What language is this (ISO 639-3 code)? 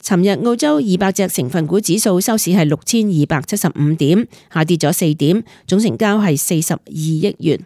yue